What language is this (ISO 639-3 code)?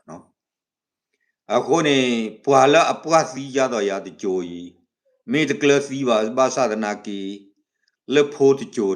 ksw